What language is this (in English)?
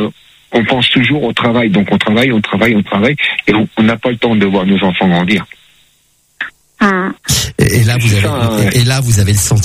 French